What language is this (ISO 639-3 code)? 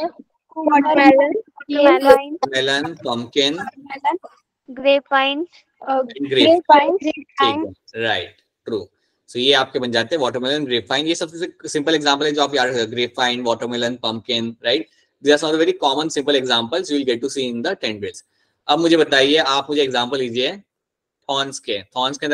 hin